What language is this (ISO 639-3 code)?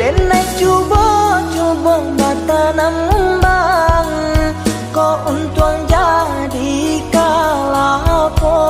min